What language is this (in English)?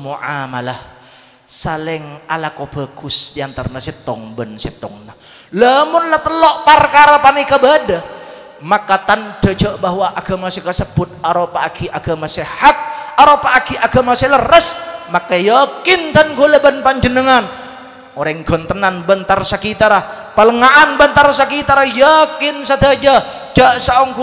Madurese